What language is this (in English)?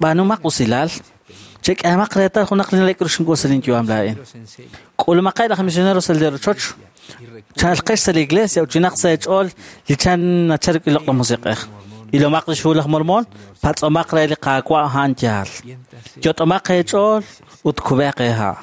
Kekchí